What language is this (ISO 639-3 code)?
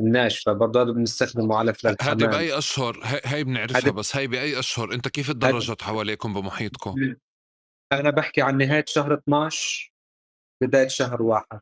apc